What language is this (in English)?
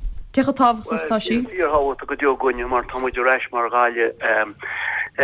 Irish